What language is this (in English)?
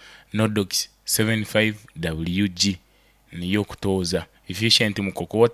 Nyoro